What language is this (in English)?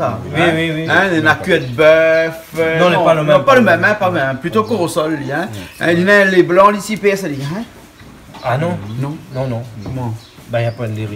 Réunion Creole French